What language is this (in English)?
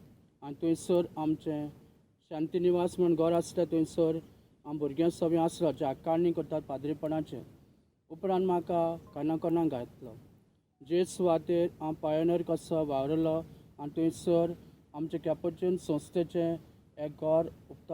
Konkani